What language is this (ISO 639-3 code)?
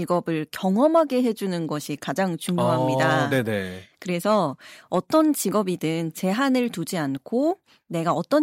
kor